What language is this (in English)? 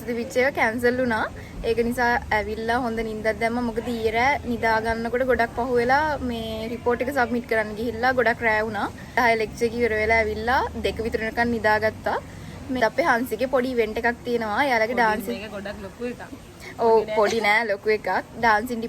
Sinhala